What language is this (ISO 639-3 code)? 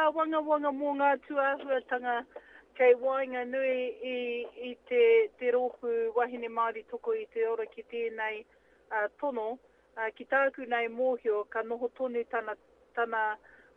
mri